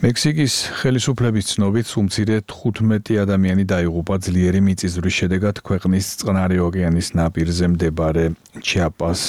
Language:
Georgian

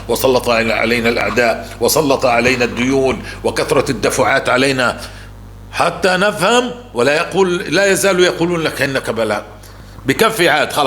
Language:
North Levantine Arabic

